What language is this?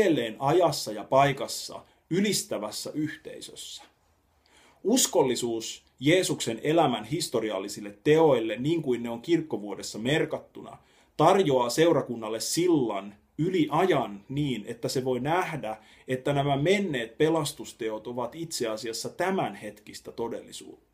Finnish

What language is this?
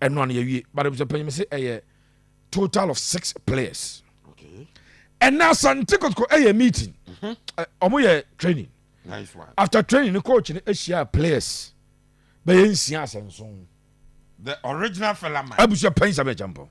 Akan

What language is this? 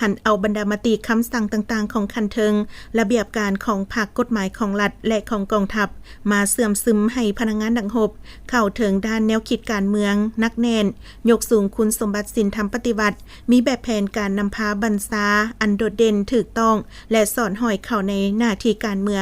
Lao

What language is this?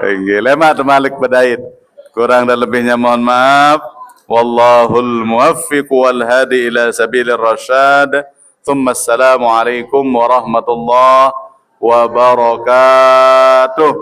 Sasak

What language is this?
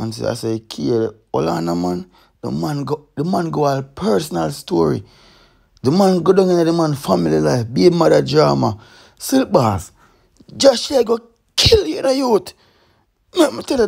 Jamaican Creole English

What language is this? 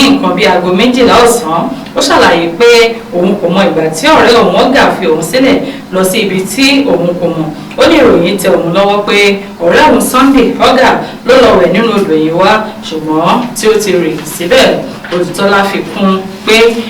Yoruba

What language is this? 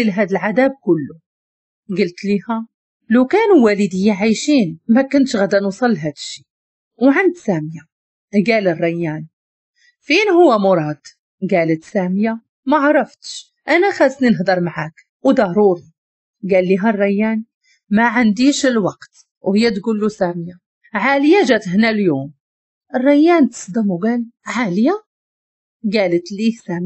Moroccan Arabic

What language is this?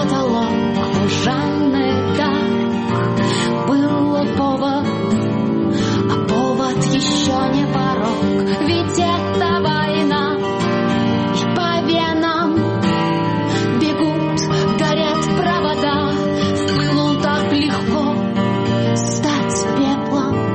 Russian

